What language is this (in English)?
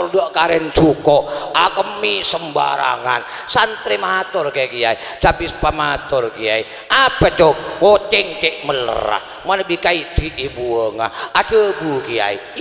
Madurese